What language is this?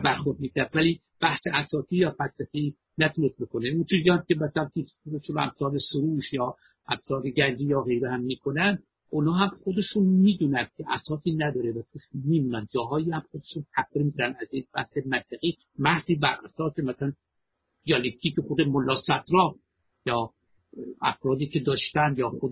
Persian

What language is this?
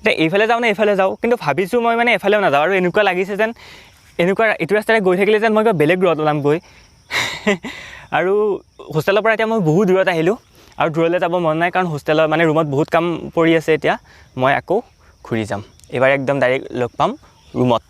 Assamese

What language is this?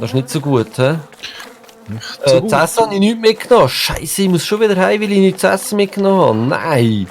Swiss German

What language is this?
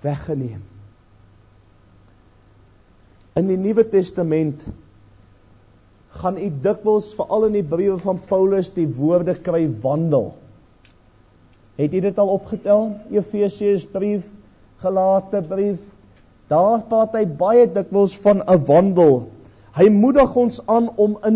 Afrikaans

